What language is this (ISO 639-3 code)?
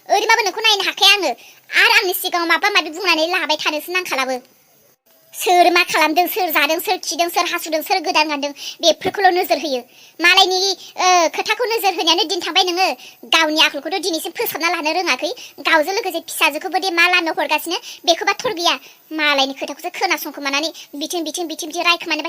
brx